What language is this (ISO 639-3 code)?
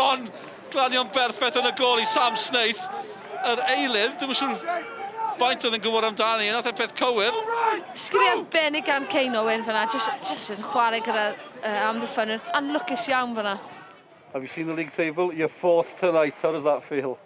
cym